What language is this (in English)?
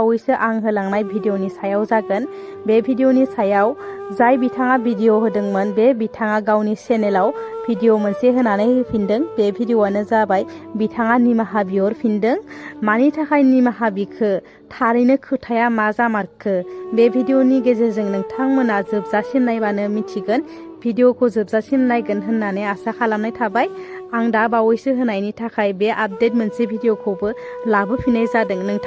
Bodo